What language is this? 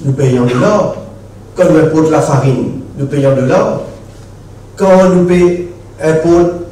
Morisyen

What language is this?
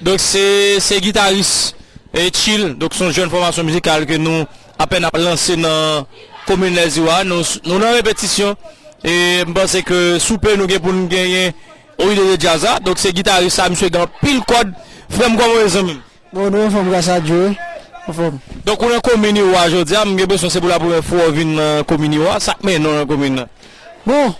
Haitian Creole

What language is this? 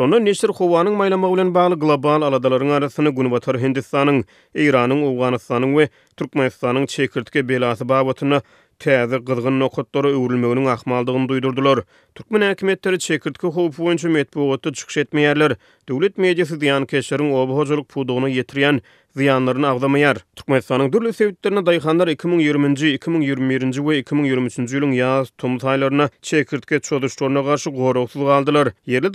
Turkmen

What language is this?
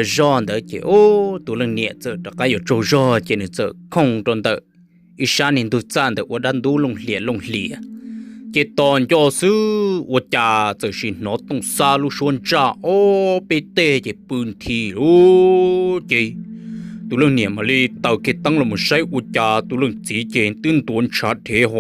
Hmong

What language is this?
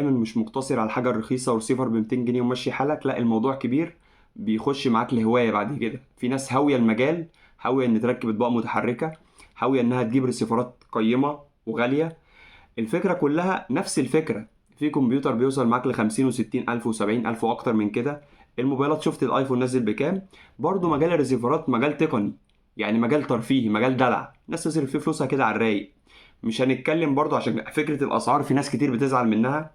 Egyptian Arabic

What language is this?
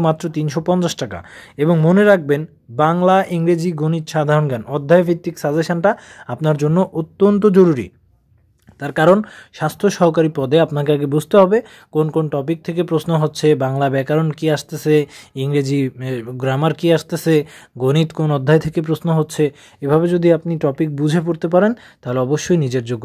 Bangla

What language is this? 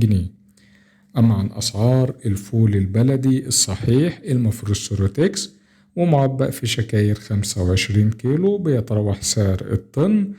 Egyptian Arabic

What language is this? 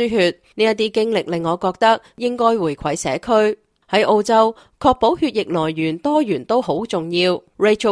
Cantonese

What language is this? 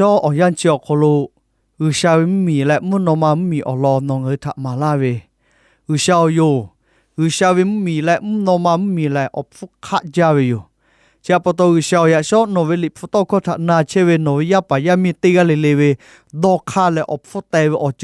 Lahu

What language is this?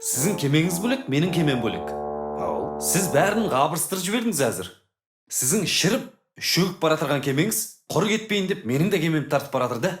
Kara-Kalpak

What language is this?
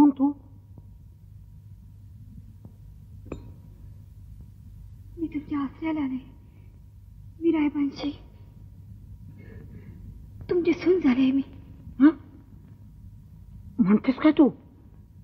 Marathi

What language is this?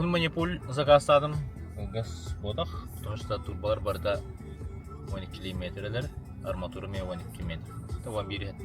Yakut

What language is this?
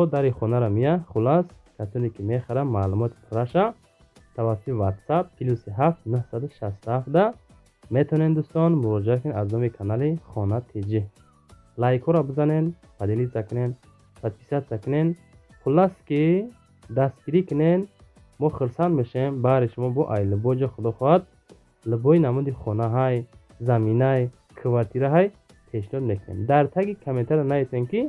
Tajik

